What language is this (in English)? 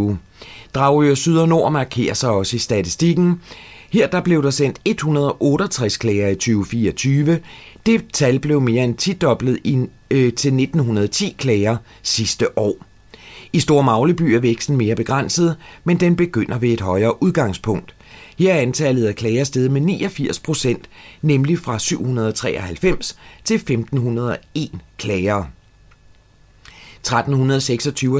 Danish